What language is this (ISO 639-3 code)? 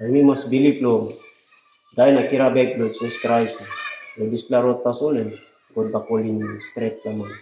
tpi